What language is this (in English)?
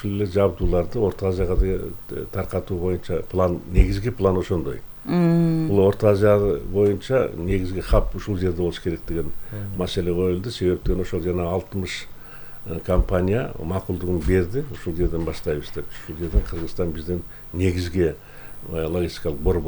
Kyrgyz